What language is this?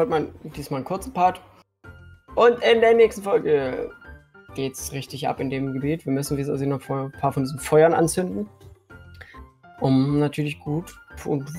German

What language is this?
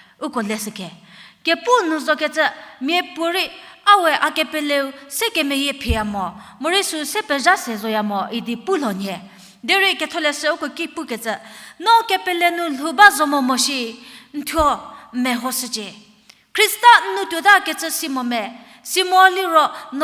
Angami Naga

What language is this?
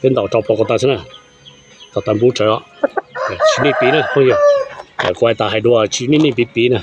Hmong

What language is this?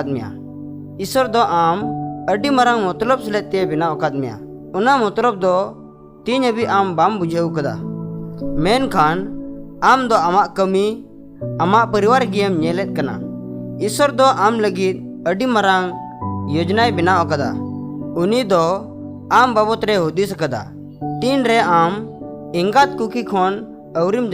Santali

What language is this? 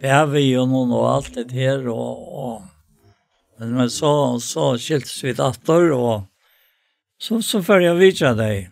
Faroese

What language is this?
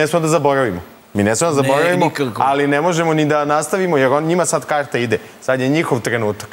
Serbian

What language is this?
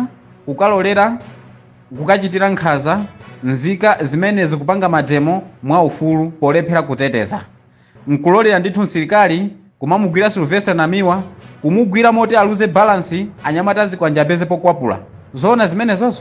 Nyanja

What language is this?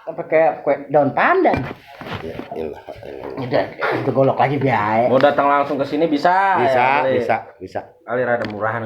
Betawi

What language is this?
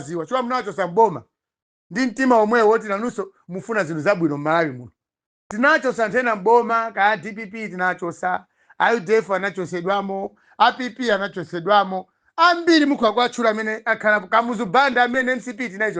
Nyanja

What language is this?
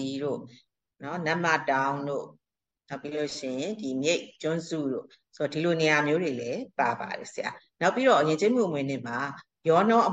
Burmese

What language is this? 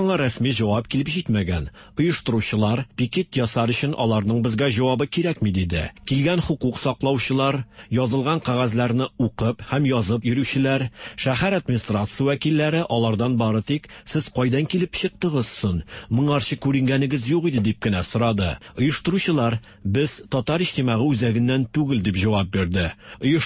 Tatar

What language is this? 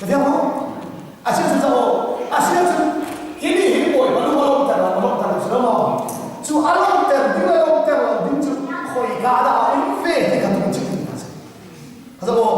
Hakha Chin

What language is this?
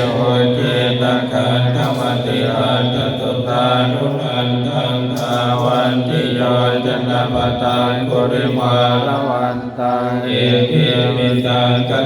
Pali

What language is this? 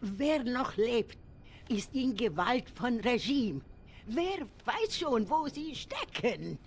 Swiss German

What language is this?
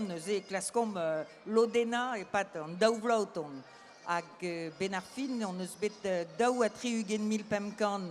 Breton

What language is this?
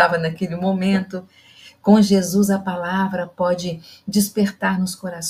Portuguese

